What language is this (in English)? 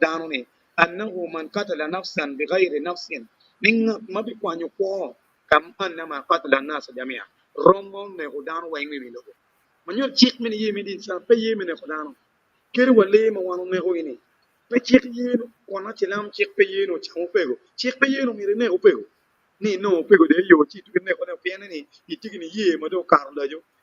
Acoli